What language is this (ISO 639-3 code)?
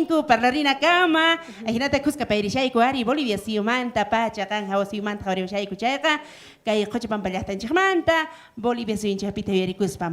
quh